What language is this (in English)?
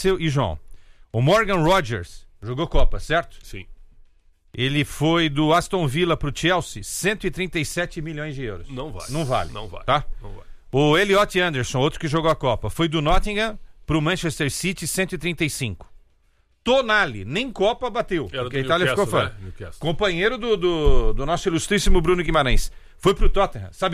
Portuguese